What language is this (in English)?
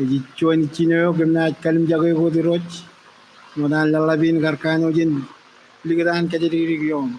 Marshallese